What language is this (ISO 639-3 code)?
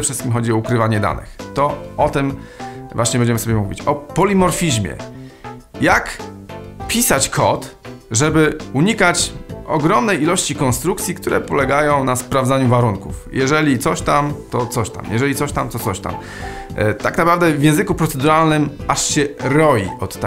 pol